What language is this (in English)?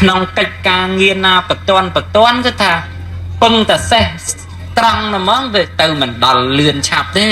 Khmer